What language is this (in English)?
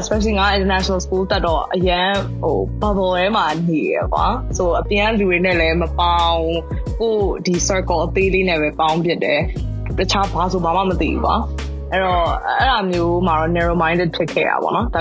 Burmese